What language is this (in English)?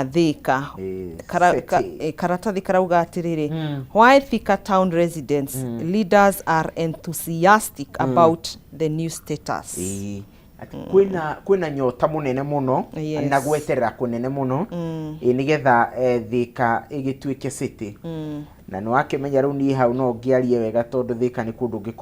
Kikuyu